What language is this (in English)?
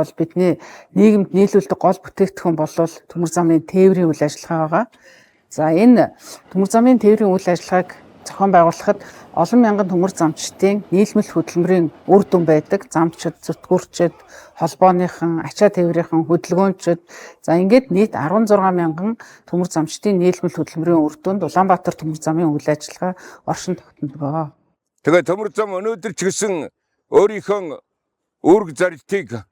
Mongolian